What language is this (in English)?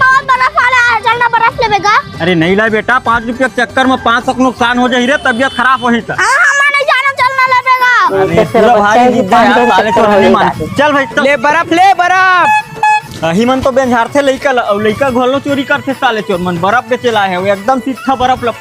Chhattisgarhi